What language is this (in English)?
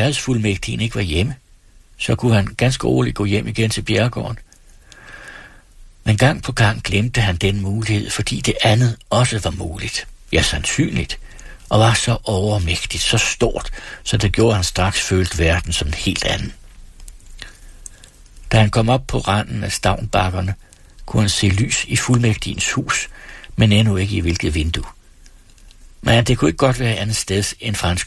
Danish